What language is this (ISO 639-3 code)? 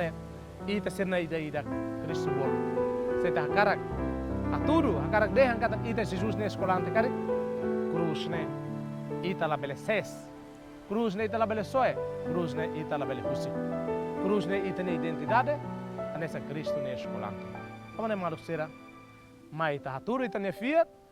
tet